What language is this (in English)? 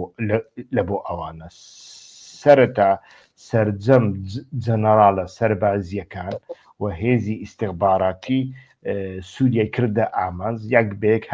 Central Kurdish